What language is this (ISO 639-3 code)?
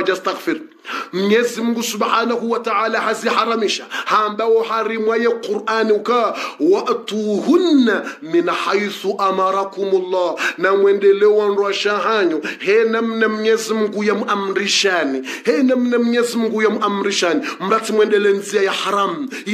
swa